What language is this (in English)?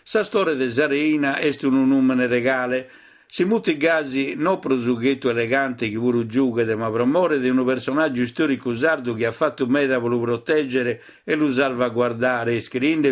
Sardinian